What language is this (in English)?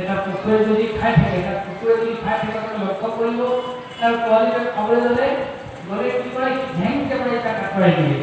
Assamese